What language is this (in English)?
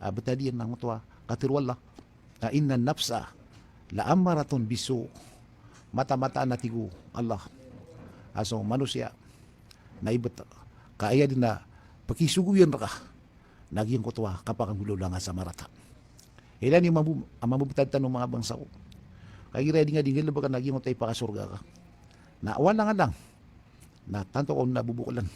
Maranao